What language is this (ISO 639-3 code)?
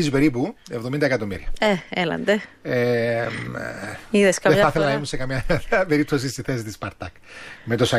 ell